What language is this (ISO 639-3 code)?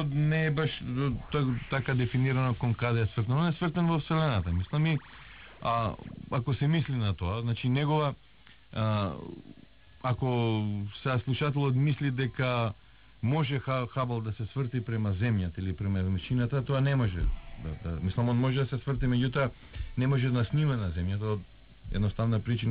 mkd